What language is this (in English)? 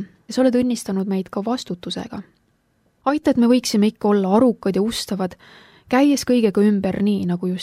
Estonian